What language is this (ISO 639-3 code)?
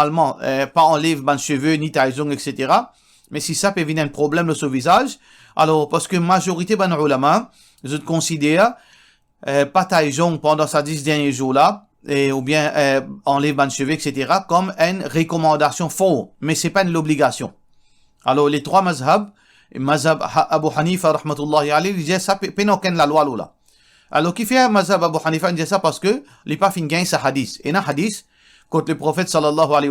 mfe